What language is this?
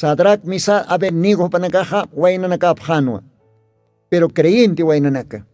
Aymara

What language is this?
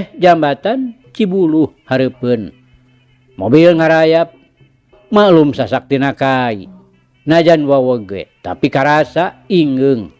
Sundanese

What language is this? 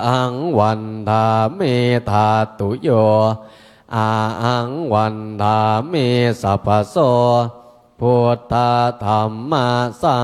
Pali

